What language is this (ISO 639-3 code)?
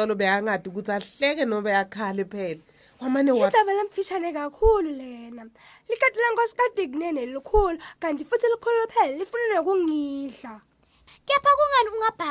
ssw